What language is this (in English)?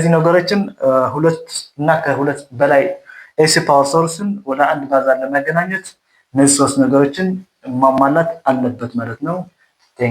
Amharic